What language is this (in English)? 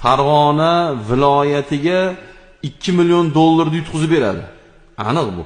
Uzbek